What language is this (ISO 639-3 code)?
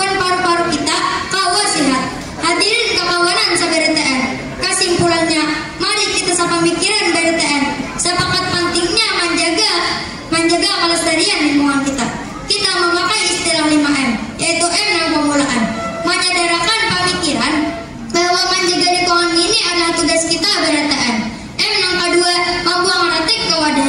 bjn